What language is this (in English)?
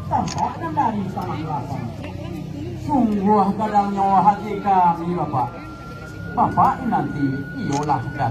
Minangkabau